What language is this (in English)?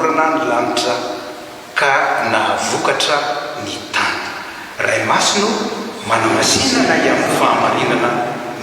Malagasy